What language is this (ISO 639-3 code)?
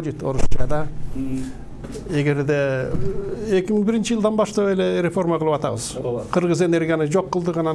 kir